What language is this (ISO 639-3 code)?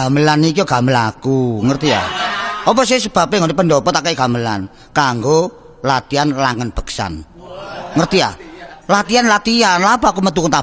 jav